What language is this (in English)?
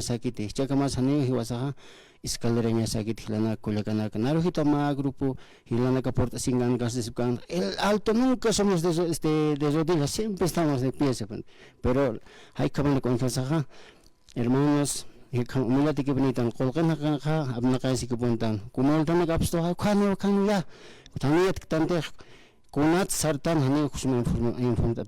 Aymara